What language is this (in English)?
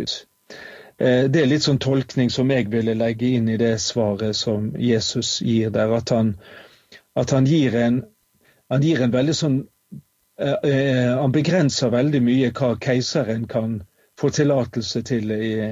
Norwegian